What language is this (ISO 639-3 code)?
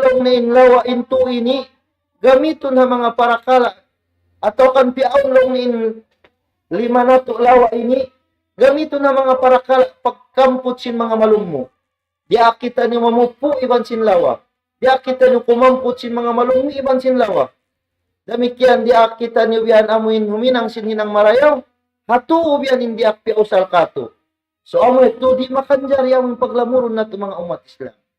tsg